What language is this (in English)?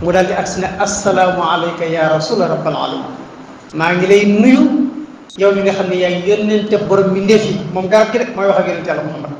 Wolof